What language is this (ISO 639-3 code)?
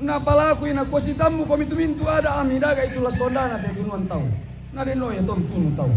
sda